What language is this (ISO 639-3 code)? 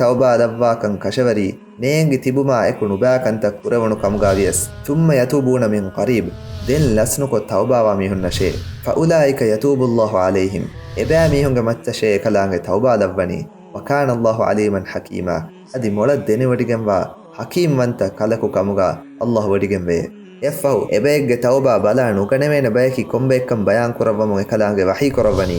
div